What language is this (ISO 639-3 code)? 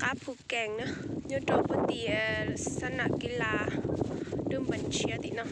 hmn